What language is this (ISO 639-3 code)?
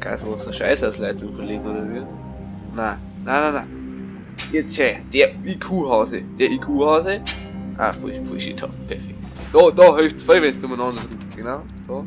bar